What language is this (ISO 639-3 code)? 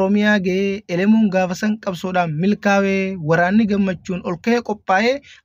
orm